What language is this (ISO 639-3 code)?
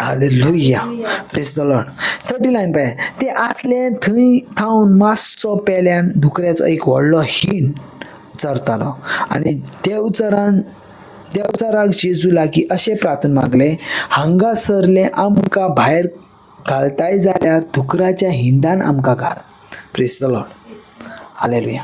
kok